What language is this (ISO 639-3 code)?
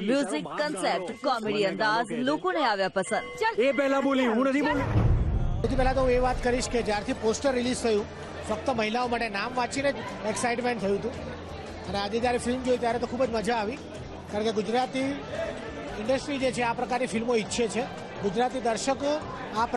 guj